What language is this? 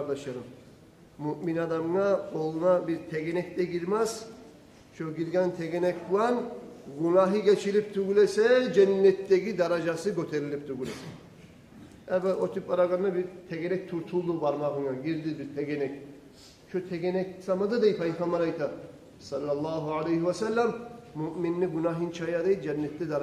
Kumyk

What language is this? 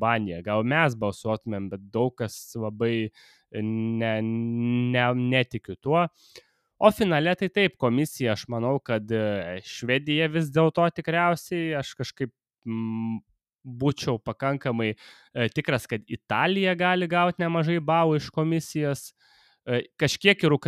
Lithuanian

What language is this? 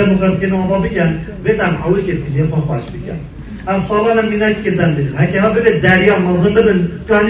Kurdish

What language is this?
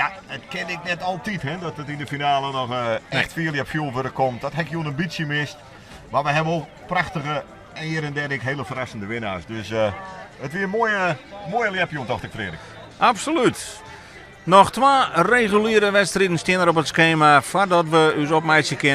Western Frisian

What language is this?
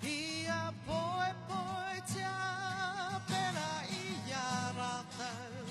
Māori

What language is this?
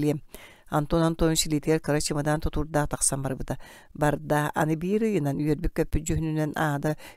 Yakut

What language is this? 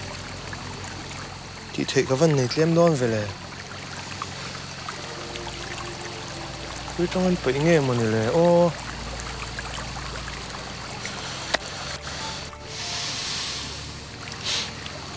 Vietnamese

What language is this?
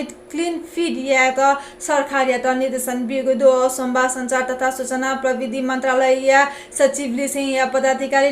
Newari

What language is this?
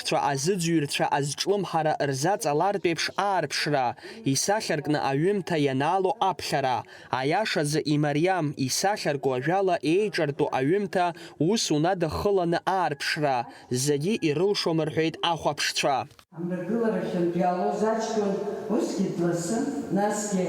Abkhazian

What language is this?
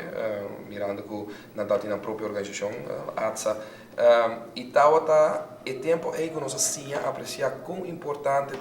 Papiamento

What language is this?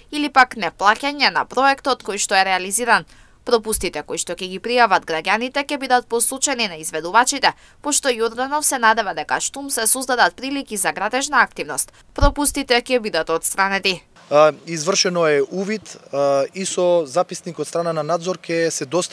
Macedonian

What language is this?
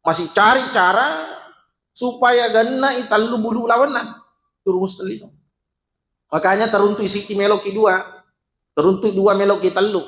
Buginese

